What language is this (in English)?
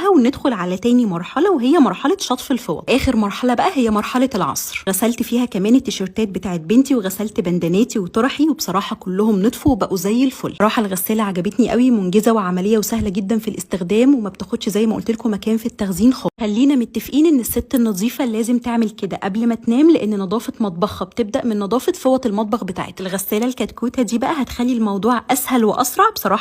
Egyptian Arabic